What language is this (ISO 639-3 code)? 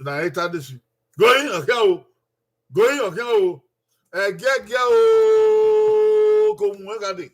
bin